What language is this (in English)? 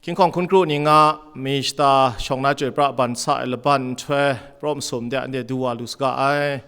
Kachin